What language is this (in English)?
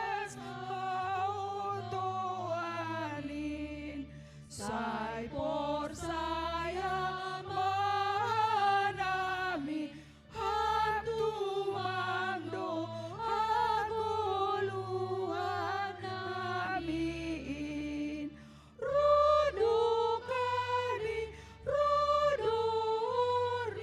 Batak Simalungun